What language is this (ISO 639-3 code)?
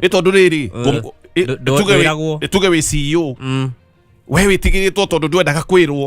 kik